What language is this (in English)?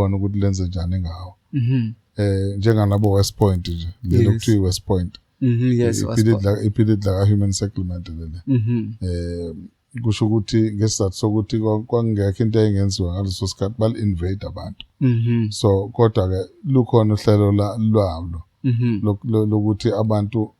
Zulu